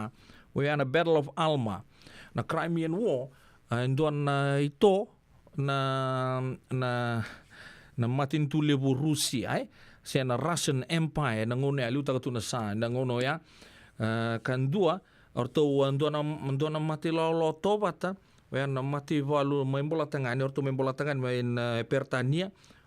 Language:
Fijian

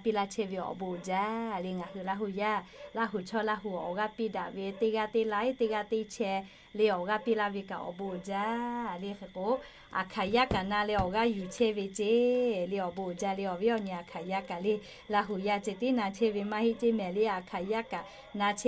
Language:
Lahu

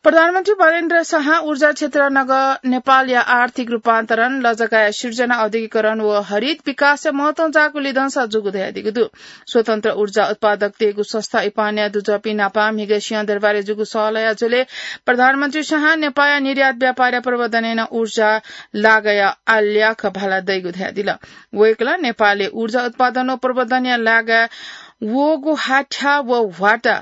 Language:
Newari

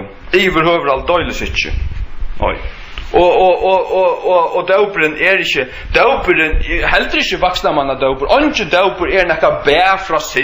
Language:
Faroese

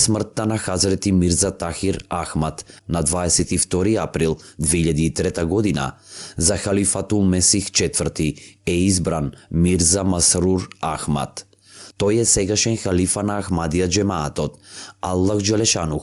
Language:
Macedonian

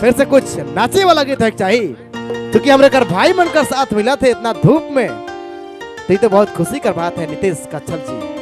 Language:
Sadri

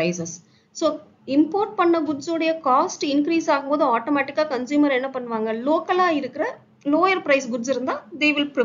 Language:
Tamil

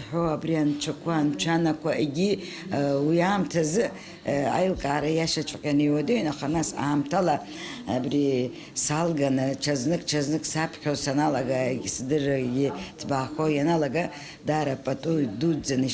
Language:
Abkhazian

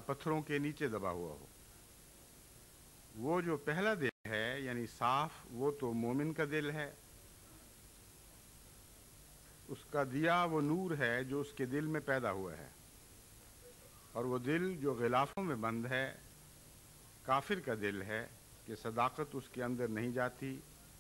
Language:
Urdu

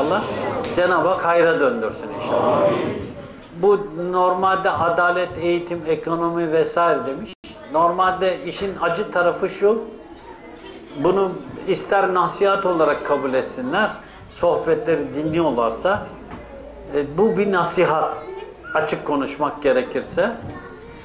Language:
Turkish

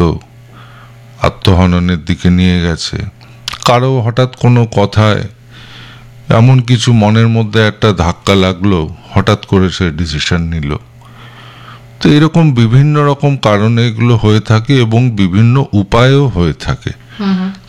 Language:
Bangla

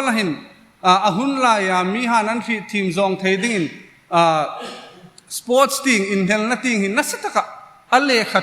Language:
Hmar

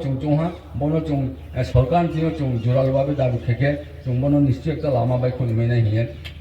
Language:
Riang (India)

